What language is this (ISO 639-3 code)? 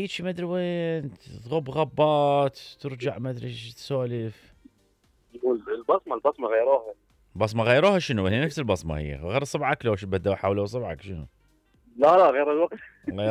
acm